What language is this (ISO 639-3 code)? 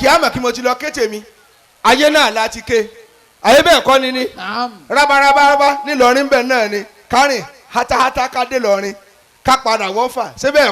yor